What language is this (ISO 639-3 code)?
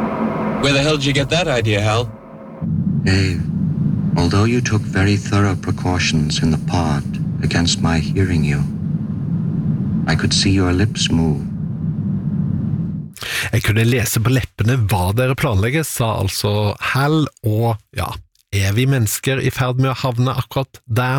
nor